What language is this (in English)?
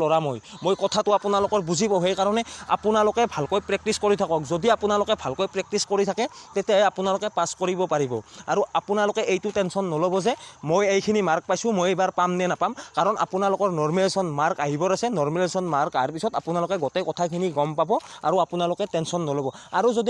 Assamese